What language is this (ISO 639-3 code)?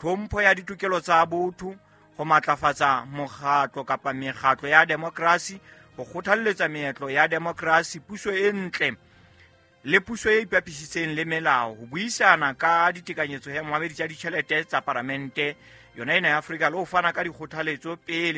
sot